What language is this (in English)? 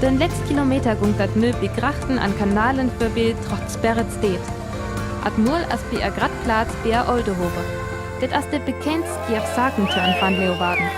Northern Frisian